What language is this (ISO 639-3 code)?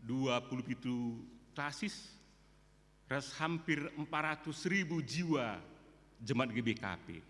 btx